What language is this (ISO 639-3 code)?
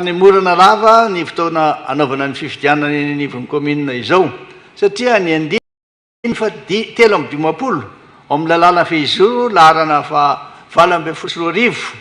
mlg